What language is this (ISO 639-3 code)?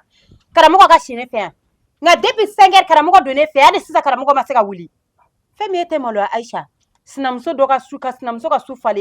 bam